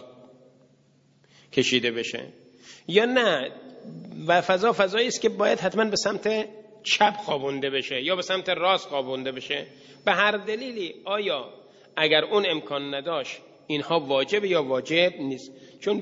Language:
Persian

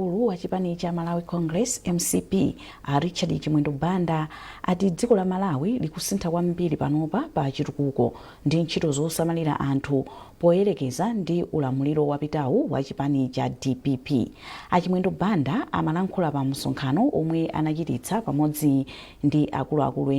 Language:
Nyanja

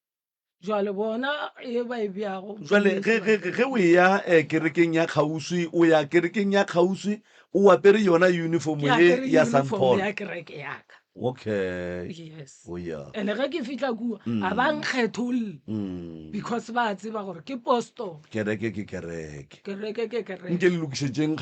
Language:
Northern Sotho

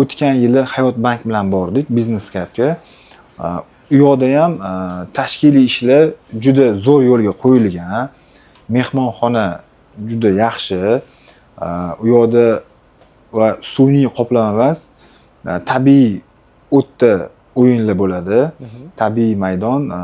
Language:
Uzbek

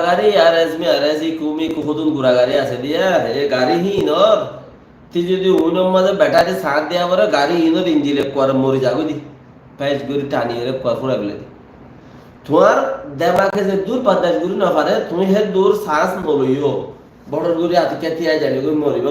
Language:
Rohingya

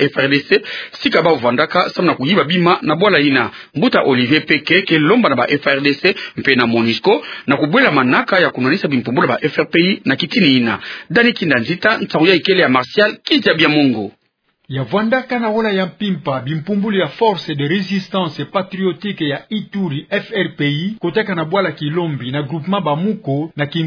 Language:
Kituba (Democratic Republic of Congo)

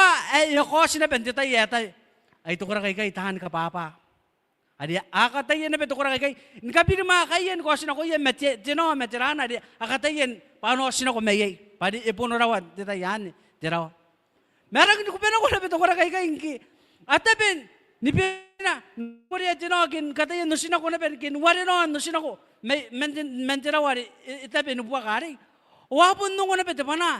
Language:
Gilbertese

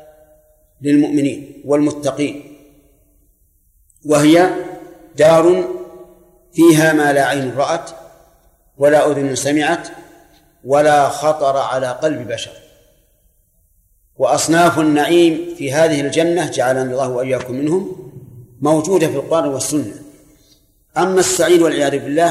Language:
Arabic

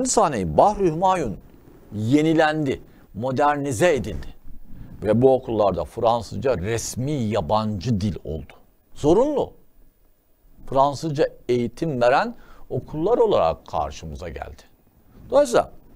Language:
Turkish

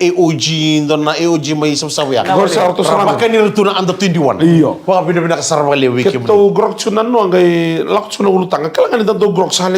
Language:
Fijian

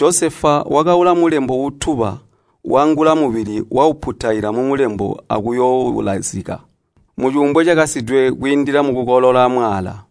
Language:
Tonga (Zambia)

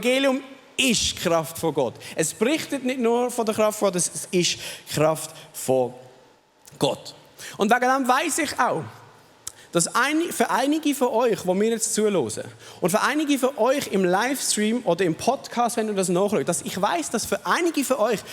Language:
Swiss German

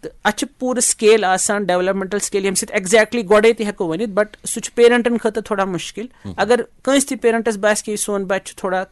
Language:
Kashmiri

